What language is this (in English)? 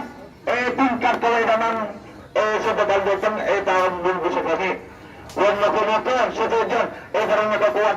Madurese